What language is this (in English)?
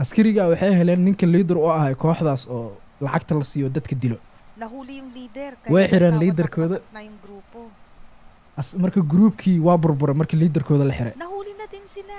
Somali